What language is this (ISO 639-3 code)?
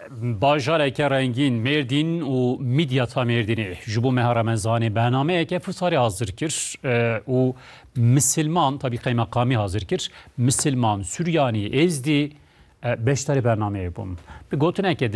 kur